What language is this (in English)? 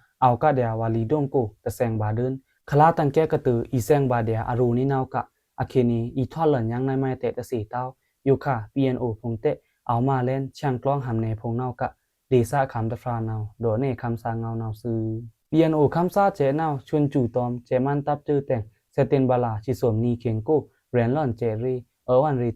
Pa'o Karen